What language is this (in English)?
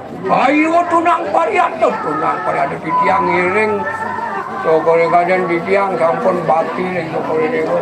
Balinese